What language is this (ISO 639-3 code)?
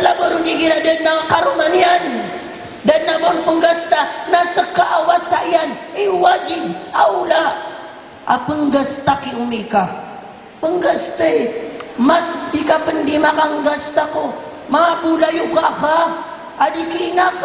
mrw